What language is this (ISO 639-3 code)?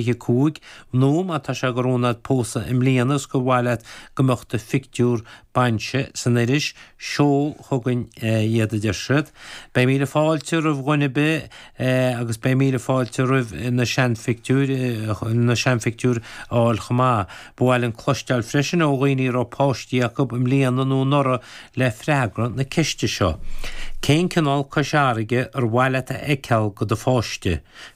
gle